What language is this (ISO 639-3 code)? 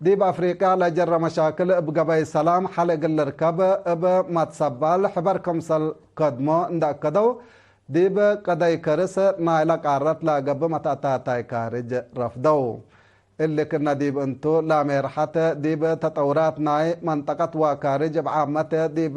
tig